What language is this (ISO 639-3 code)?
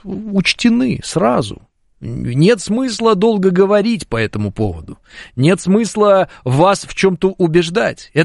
rus